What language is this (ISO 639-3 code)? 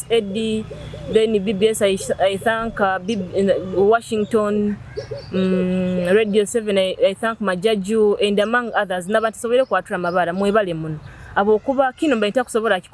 nyo